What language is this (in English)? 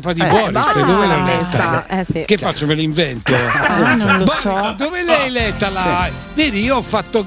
Italian